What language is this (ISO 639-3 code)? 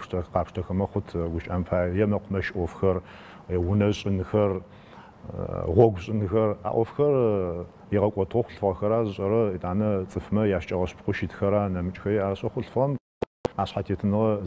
ady